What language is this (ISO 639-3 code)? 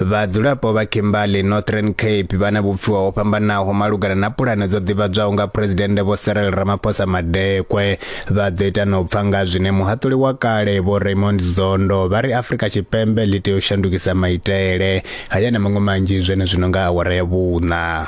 ven